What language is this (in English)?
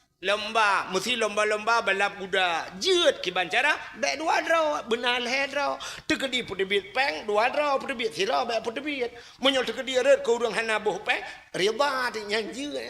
Achinese